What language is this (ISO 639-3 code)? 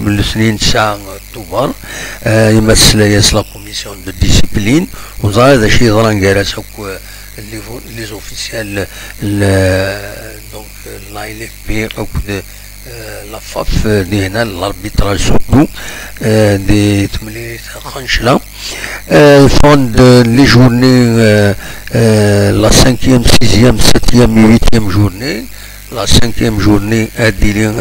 kab